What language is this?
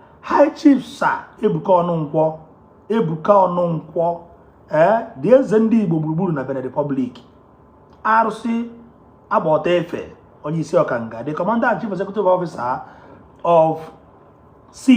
Igbo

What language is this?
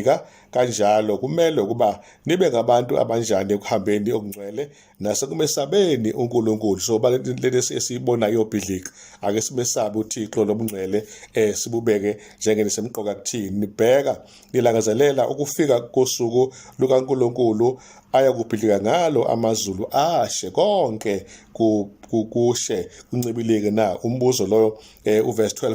Zulu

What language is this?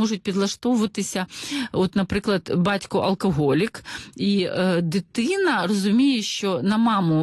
Ukrainian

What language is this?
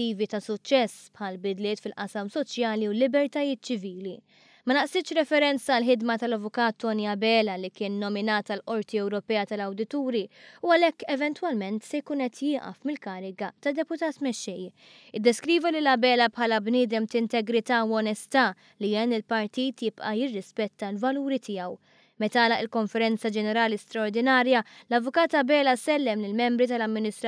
Maltese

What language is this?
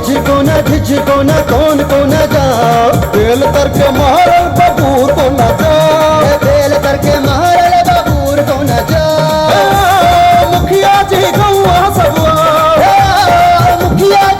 Maithili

